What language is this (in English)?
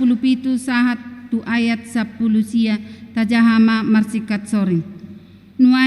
Batak Toba